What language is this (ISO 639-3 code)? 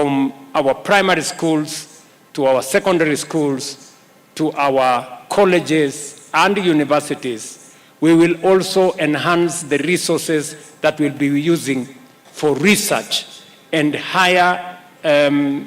kam